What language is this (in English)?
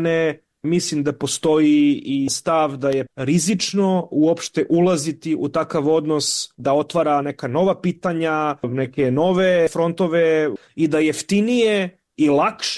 Serbian